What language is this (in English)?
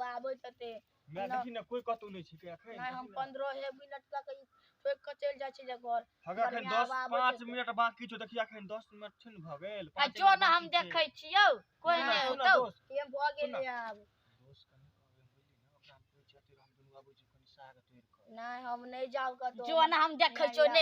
Maithili